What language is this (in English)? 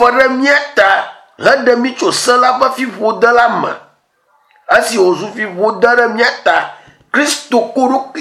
Ewe